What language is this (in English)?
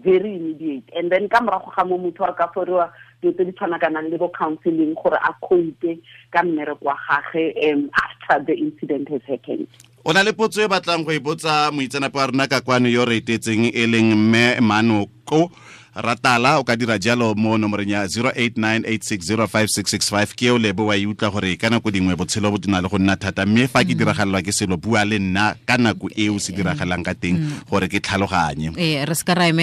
Tswana